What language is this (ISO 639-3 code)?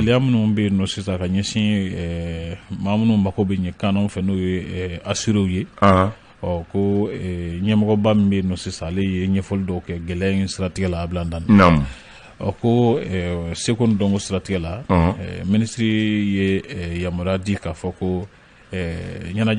bam